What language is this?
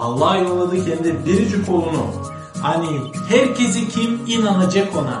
Gagauz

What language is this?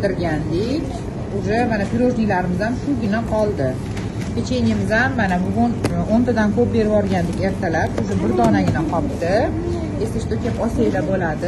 Uzbek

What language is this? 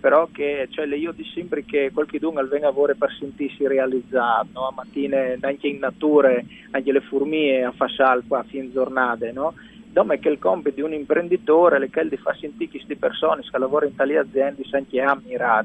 Friulian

